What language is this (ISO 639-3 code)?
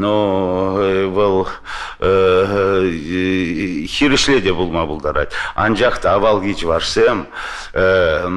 chv